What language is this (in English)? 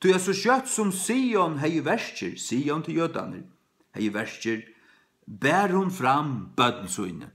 Faroese